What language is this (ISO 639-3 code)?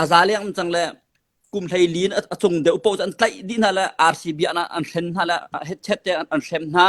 cnh